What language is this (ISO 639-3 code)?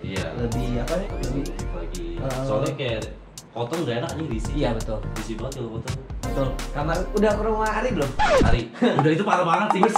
ind